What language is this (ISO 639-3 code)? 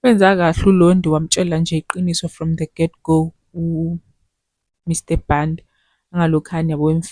zul